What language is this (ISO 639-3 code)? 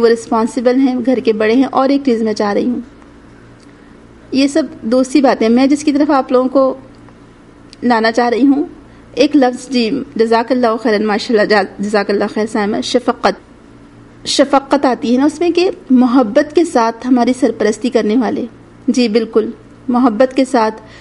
urd